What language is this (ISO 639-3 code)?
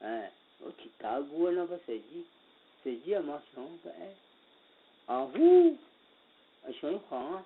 ahk